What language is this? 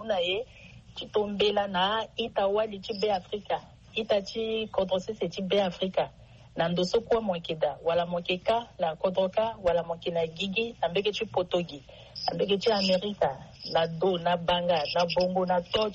Sango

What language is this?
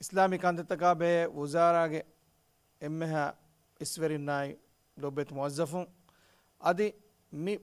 Divehi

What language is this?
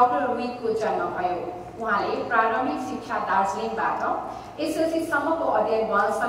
Nepali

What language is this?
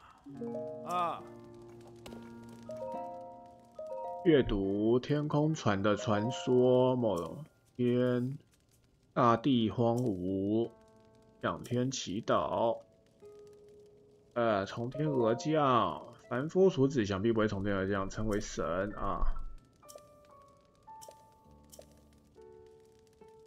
Chinese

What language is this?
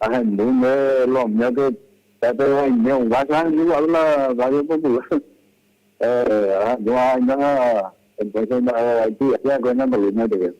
Guarani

